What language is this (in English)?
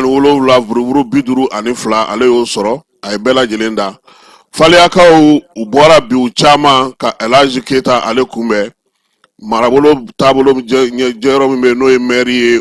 Bambara